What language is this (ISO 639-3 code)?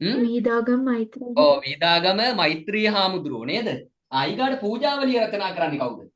sin